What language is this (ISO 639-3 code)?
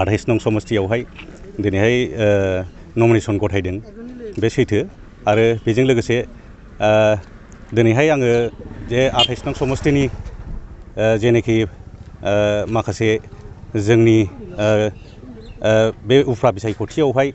brx